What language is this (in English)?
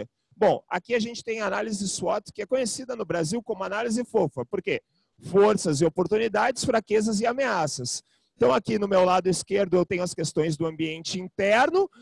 Portuguese